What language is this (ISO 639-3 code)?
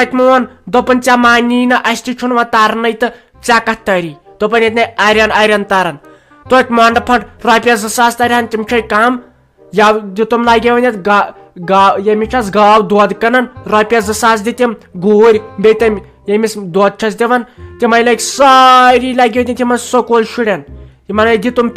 kas